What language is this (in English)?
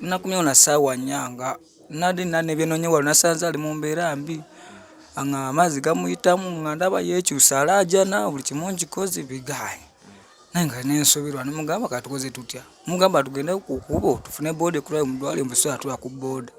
Ganda